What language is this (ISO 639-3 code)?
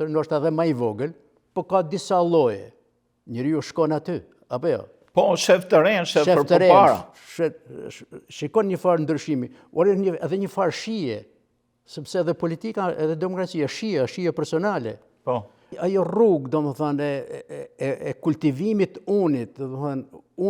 sqi